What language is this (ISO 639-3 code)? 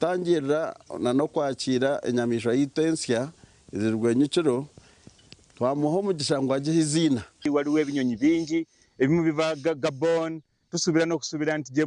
nyn